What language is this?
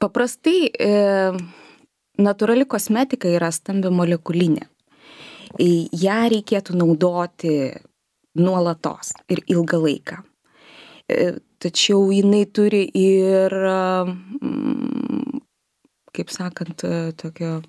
Lithuanian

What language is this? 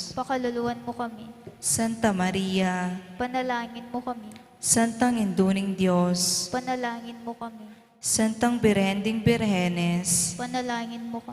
Pampanga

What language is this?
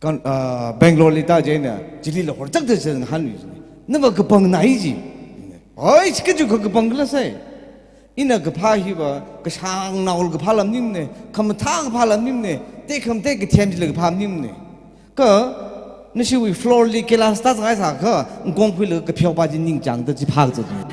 Tangkhul Naga (India)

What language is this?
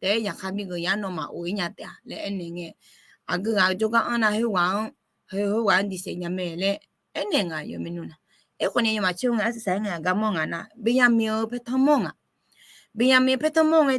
Akha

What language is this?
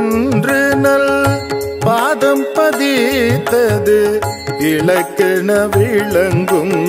Tamil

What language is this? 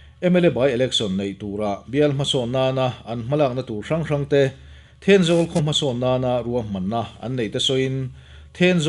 Mizo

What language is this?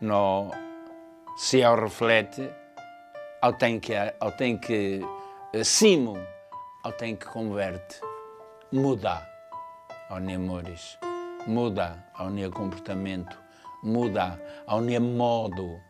Tetum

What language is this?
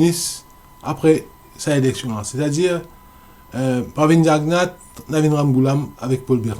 Morisyen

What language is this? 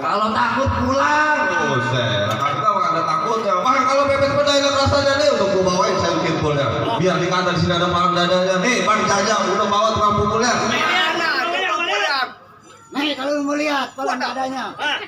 Betawi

